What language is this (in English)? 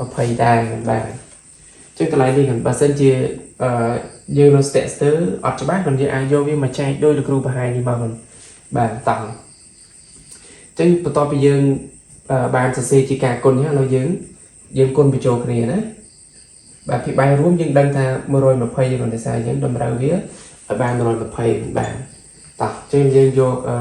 Khmer